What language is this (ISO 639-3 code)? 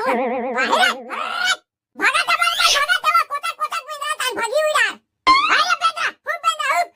hne